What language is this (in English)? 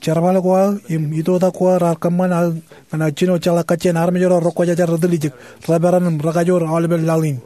Marshallese